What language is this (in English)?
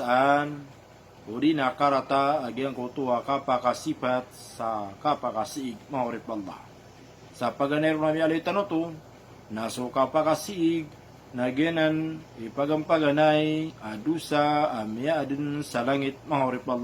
Maranao